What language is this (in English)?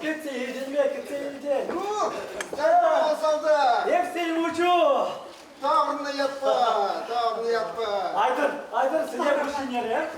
Chuvash